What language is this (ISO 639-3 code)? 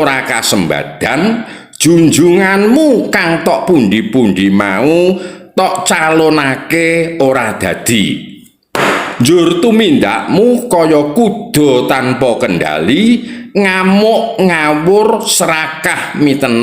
jav